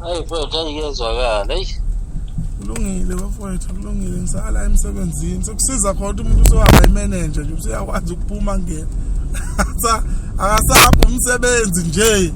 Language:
Zulu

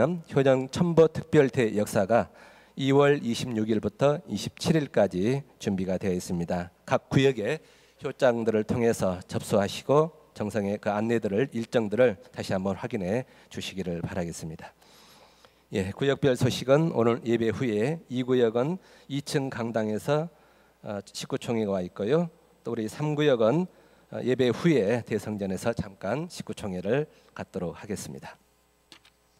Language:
Korean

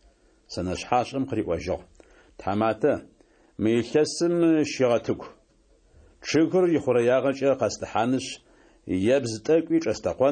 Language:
Adyghe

